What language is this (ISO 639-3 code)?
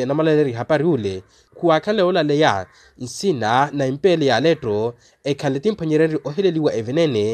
vmw